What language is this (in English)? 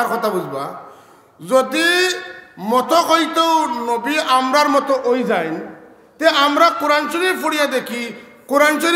Sylheti